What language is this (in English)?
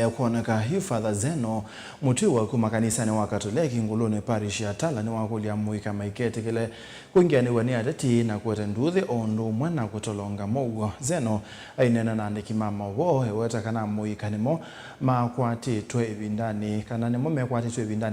Kamba